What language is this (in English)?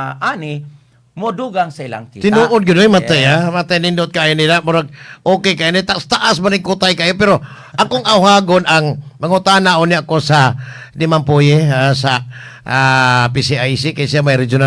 Cebuano